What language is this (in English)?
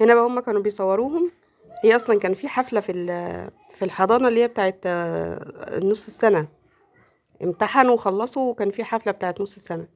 Egyptian Arabic